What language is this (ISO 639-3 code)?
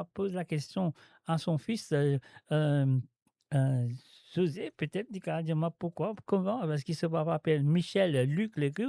mfe